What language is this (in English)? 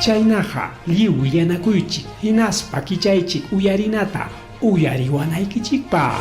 Ayacucho Quechua